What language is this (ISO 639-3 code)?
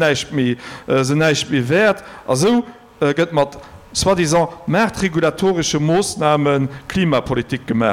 ltz